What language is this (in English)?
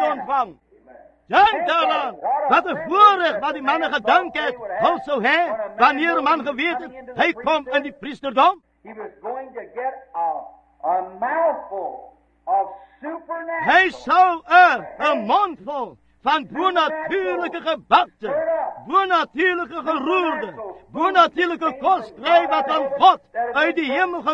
Afrikaans